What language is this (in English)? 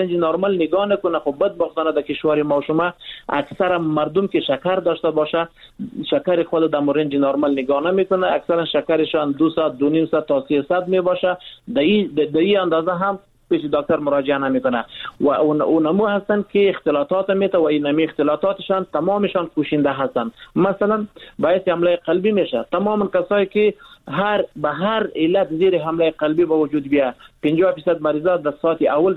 Persian